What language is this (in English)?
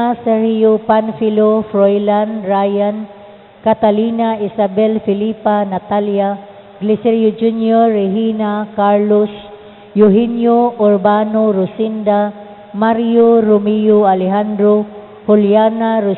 Cebuano